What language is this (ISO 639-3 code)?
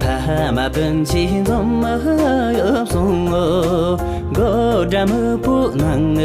bod